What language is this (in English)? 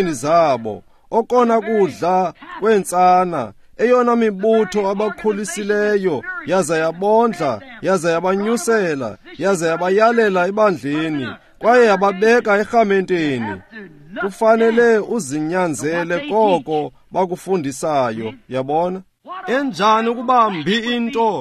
Xhosa